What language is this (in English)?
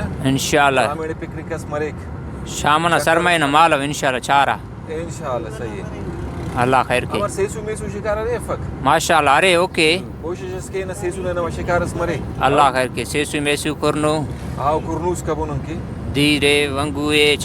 Brahui